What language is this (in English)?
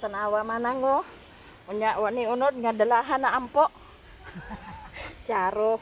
Cebuano